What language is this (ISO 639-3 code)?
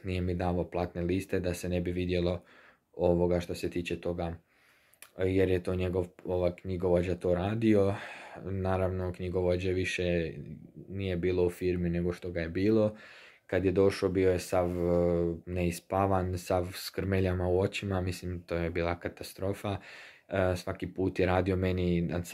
hrv